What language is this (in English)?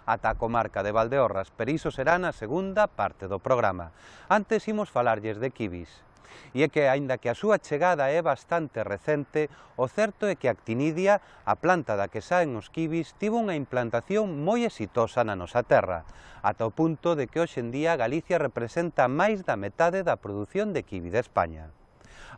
Galician